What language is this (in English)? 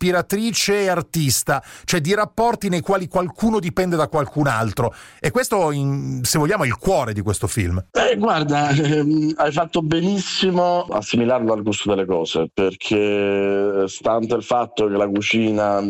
Italian